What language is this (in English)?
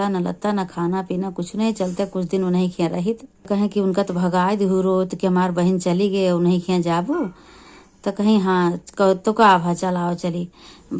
Awadhi